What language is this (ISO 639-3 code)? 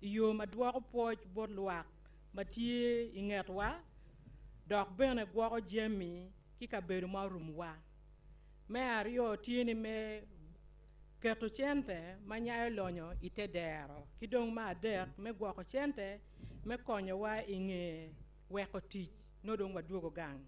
ach